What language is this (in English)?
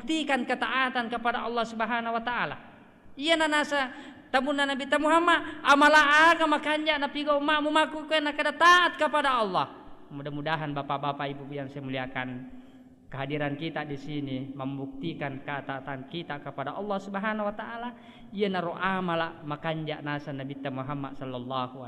Buginese